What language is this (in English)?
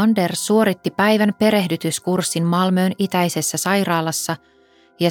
Finnish